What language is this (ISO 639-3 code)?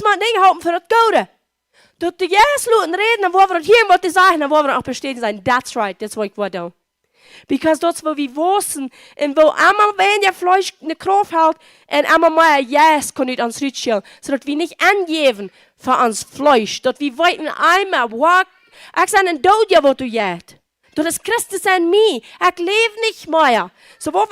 pdt